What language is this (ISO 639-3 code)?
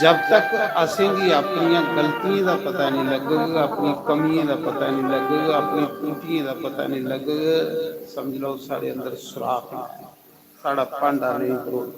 doi